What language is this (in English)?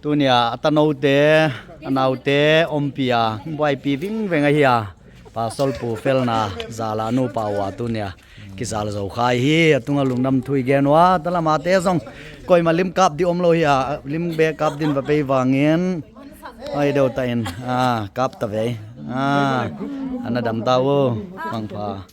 Tedim Chin